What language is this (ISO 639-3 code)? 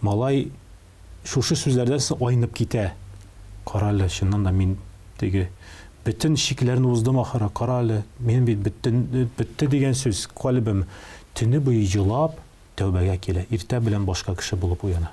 tat